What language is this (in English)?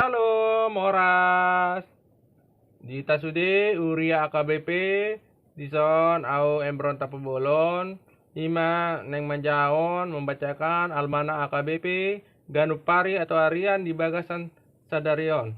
Batak Toba